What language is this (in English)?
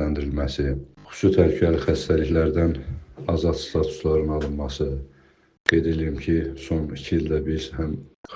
Azerbaijani